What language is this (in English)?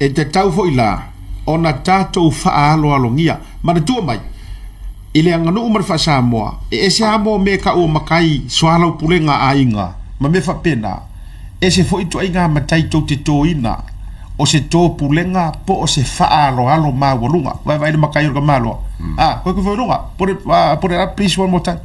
Samoan